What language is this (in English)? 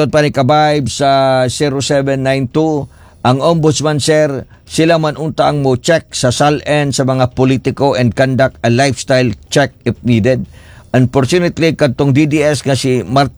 Cebuano